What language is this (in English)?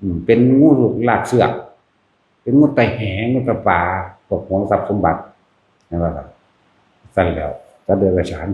Northeastern Thai